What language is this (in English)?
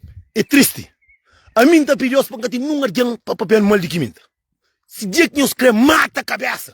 Kabuverdianu